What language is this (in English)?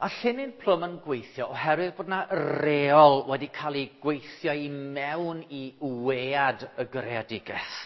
Welsh